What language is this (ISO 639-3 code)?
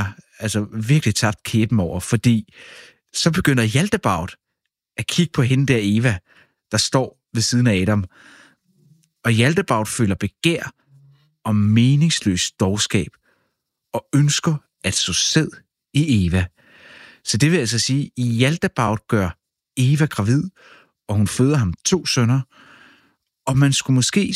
dan